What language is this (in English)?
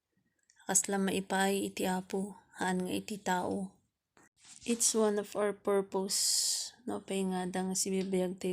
Iloko